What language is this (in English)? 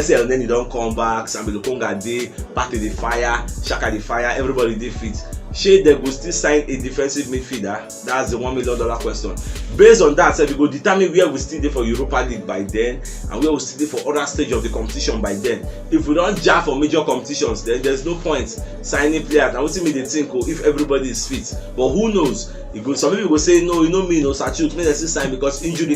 Nigerian Pidgin